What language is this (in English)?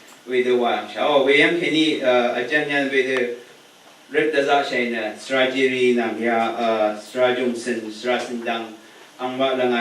Rawang